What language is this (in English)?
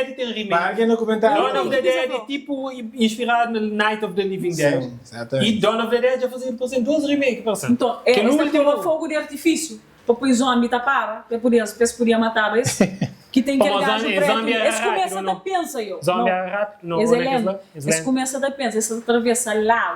Kabuverdianu